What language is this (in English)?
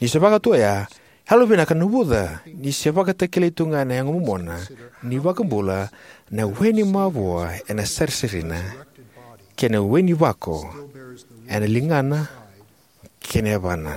Fijian